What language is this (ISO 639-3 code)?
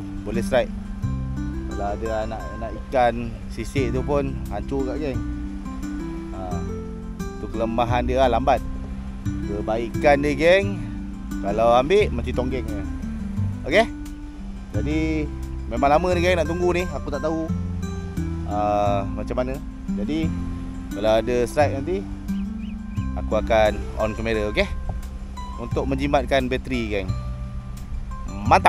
msa